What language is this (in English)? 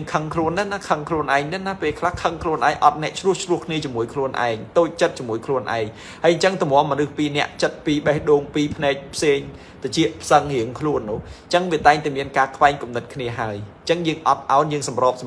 Khmer